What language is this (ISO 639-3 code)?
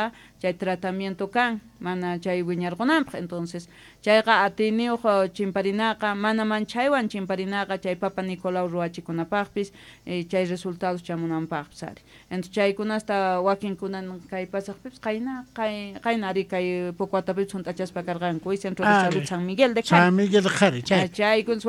quh